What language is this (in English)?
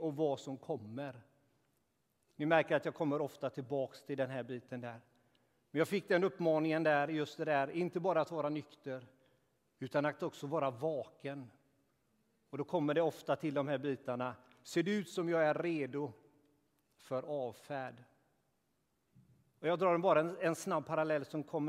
Swedish